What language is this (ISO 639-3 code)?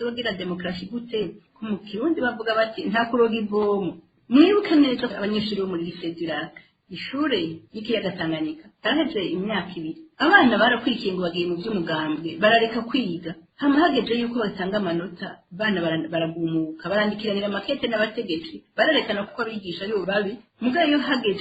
run